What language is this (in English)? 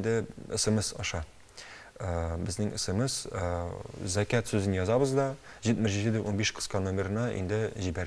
Tatar